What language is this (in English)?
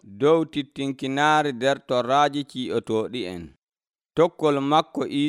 Nigerian Fulfulde